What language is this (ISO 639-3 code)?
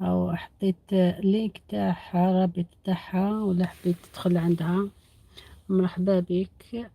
arq